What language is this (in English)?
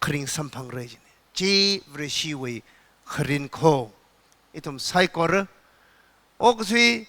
Tangkhul Naga (India)